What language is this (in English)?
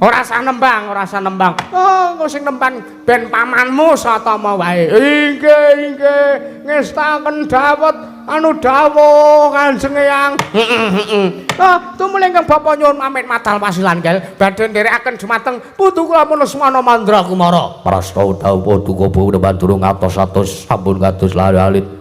Javanese